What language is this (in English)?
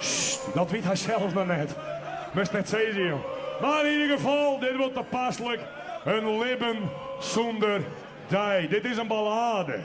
Western Frisian